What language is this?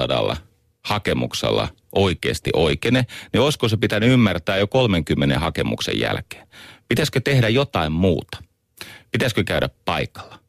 Finnish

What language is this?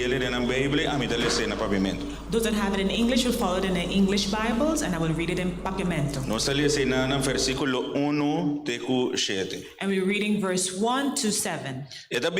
Papiamento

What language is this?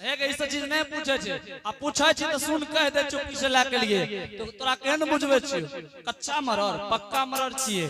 Angika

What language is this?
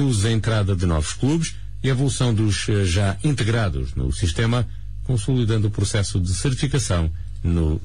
Portuguese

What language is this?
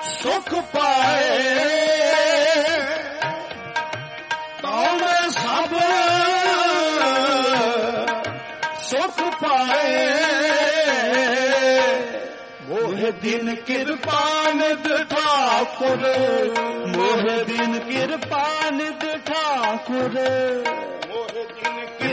Punjabi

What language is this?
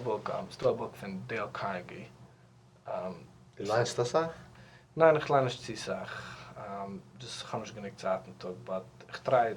Yiddish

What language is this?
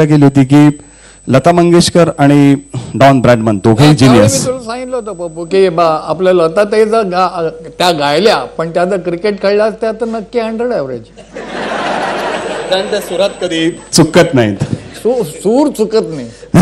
Marathi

